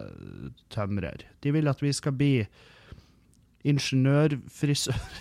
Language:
Norwegian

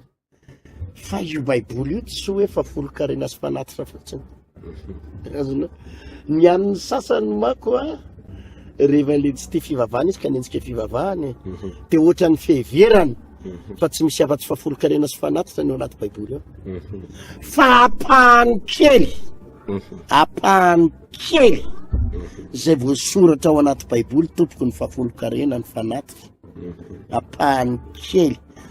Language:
Malagasy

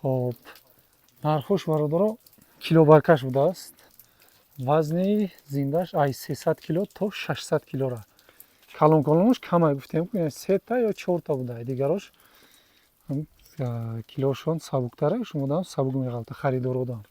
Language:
Tajik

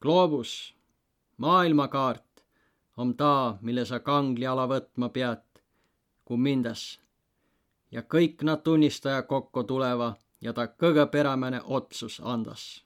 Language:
Võro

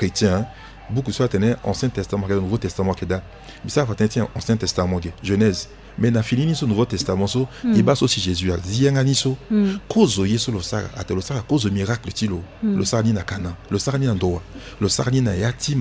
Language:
Sango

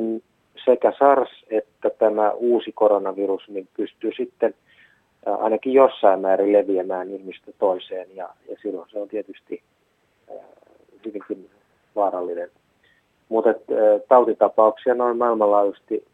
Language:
Finnish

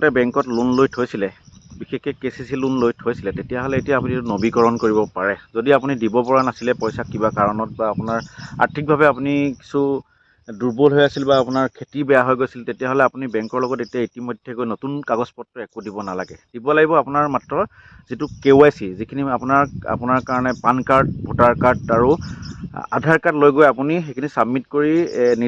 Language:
Assamese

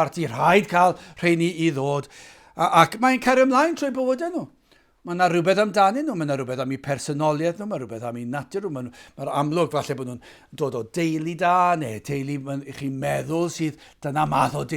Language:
Welsh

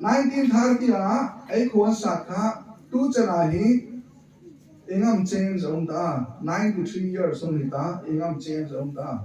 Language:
Hmar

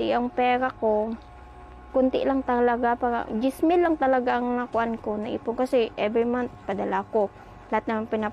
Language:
Filipino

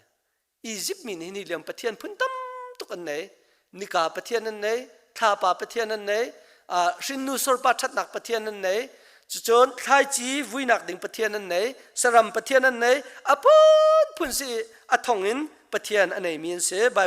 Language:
Hakha Chin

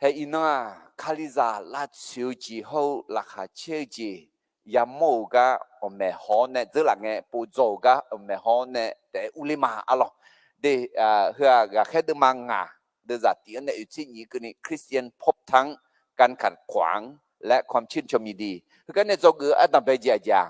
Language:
Akha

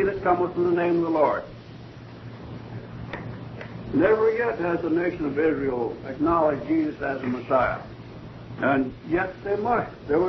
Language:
English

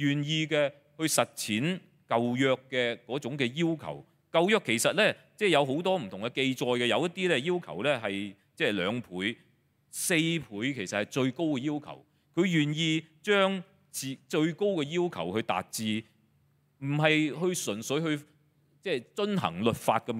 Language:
Cantonese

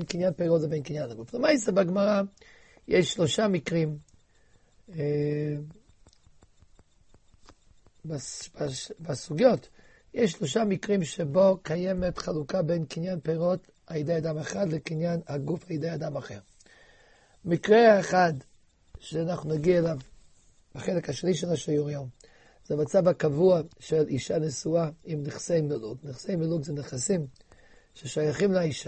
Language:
Hebrew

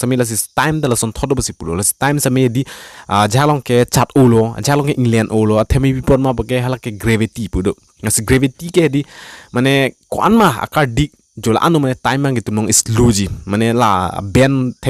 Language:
Karbi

